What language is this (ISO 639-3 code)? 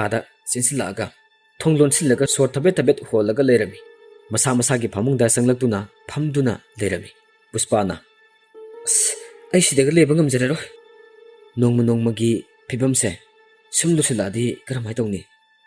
mni